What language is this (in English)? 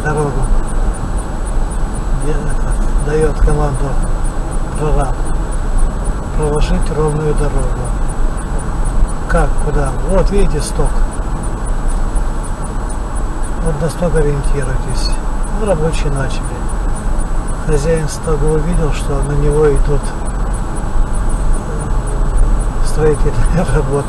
Russian